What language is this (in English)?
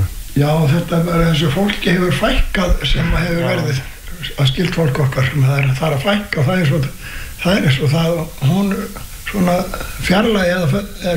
Icelandic